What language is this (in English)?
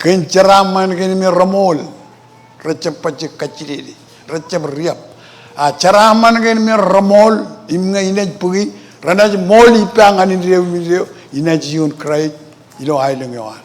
Marshallese